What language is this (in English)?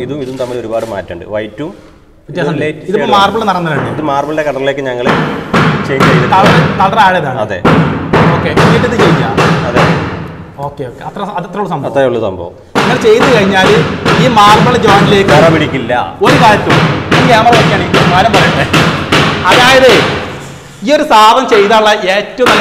Malayalam